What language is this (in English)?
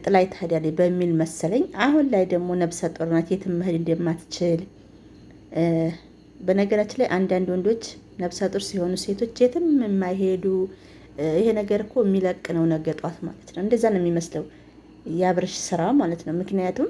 Amharic